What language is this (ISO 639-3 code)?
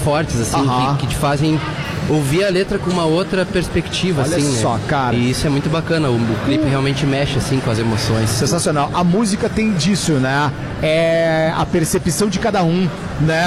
por